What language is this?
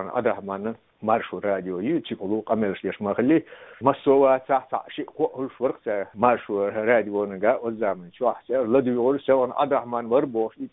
Chechen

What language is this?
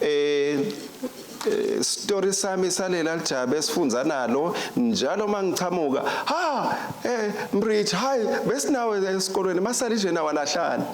Swati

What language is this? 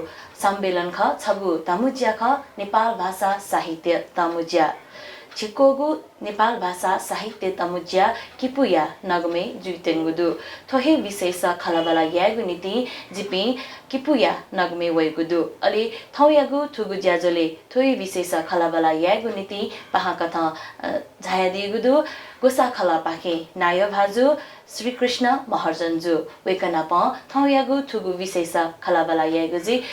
Newari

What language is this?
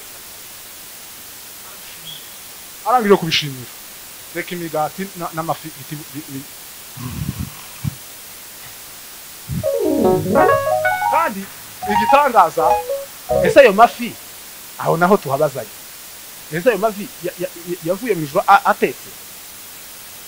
Kinyarwanda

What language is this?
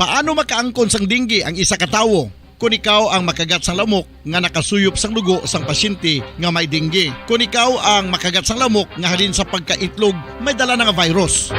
Hiligaynon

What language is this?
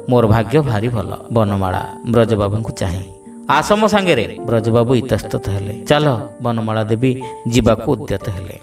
Odia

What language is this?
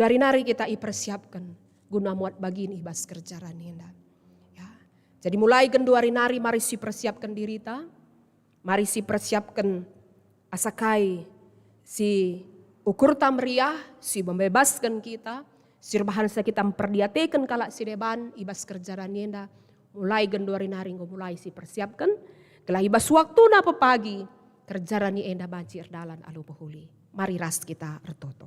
Batak Karo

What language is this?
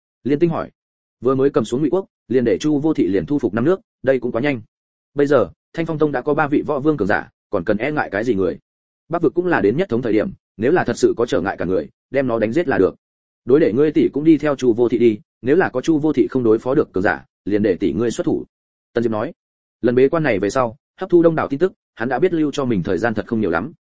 Vietnamese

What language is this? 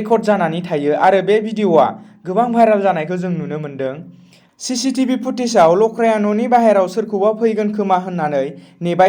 Bodo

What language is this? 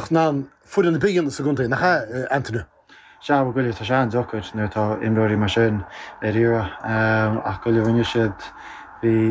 Irish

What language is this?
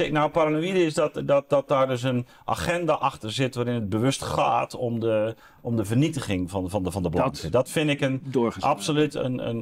Dutch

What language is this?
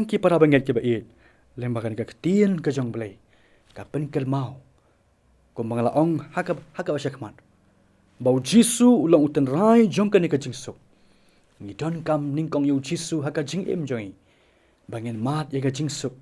Khasi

